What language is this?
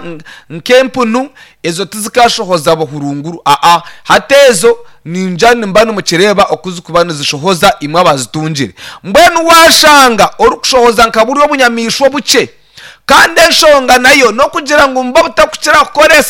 Nyankole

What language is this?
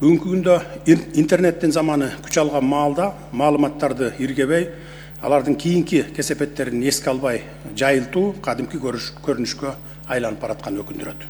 Kyrgyz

